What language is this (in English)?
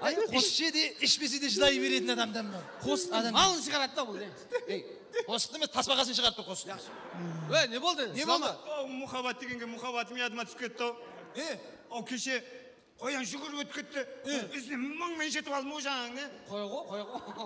Kara-Kalpak